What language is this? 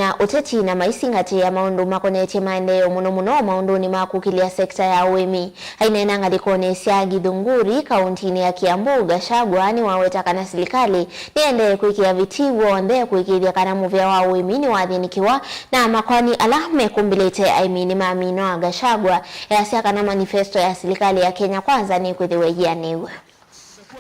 Kamba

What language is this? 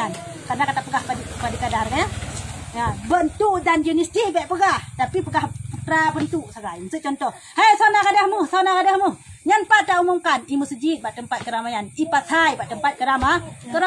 Achinese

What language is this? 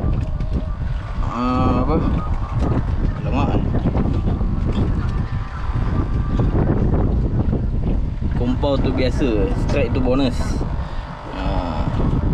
Malay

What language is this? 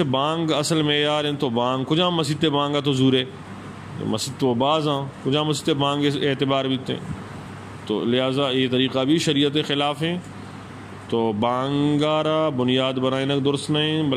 Eastern Balochi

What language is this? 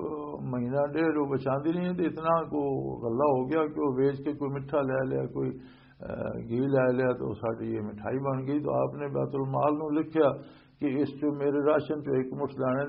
Western Panjabi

